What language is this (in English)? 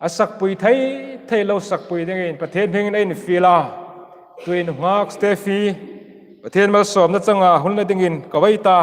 Hmar